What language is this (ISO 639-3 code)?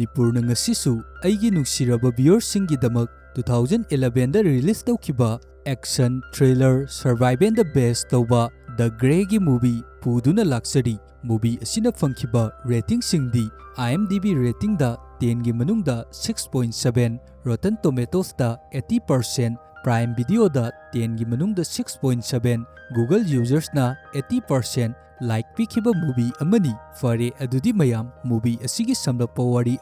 mni